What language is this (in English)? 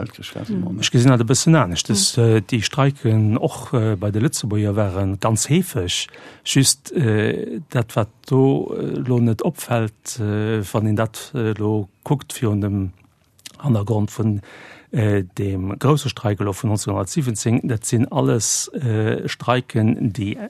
Luxembourgish